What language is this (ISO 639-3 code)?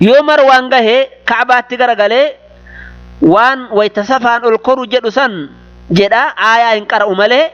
orm